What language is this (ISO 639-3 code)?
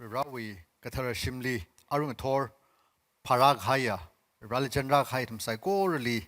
nmf